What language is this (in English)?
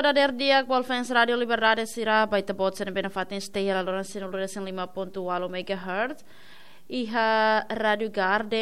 Tetum